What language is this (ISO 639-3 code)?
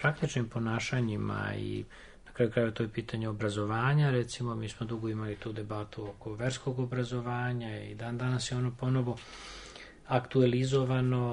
srp